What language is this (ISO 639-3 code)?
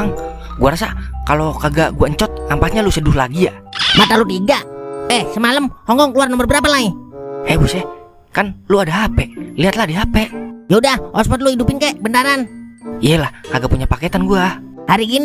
bew